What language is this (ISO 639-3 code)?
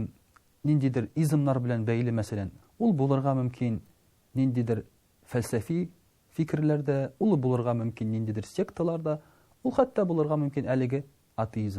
tat